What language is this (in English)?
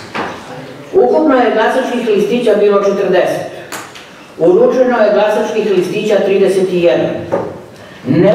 Serbian